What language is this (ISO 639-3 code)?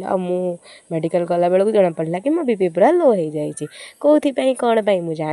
ori